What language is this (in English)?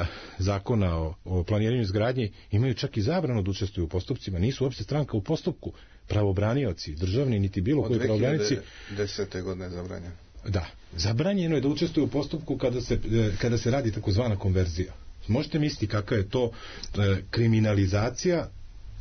Serbian